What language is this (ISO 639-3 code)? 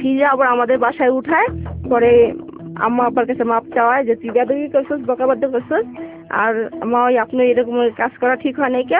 ben